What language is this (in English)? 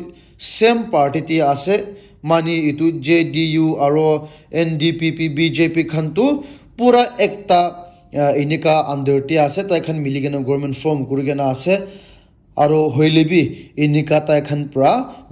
Naga Pidgin